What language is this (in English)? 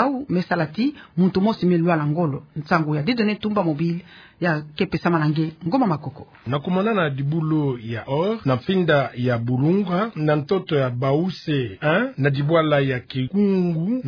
Kituba (Democratic Republic of Congo)